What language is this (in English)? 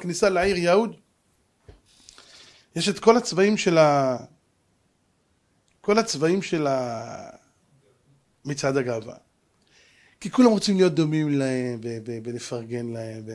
Hebrew